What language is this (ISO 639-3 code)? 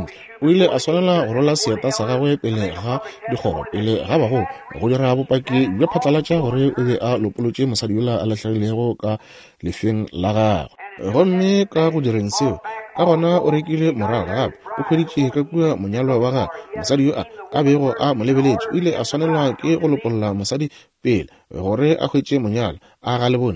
nso